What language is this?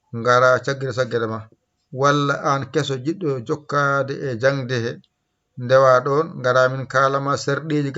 Fula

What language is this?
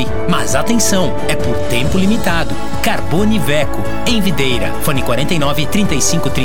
Portuguese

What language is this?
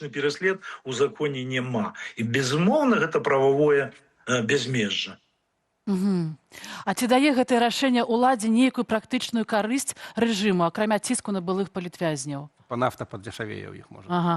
Belarusian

